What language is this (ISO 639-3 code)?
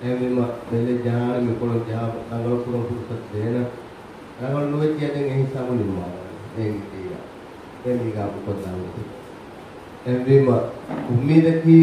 div